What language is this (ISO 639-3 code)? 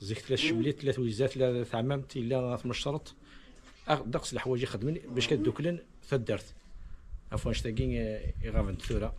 kab